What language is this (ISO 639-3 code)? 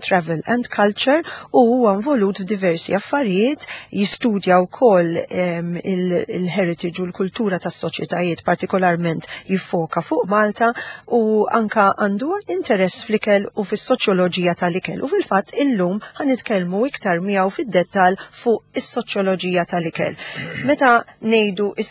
mlt